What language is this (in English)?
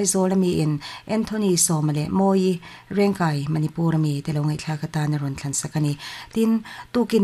Mizo